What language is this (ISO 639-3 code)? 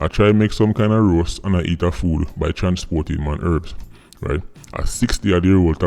jam